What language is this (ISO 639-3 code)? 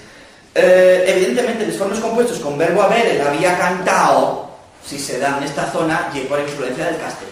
ast